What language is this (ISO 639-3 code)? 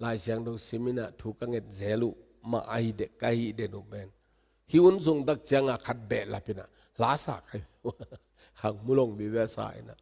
ctd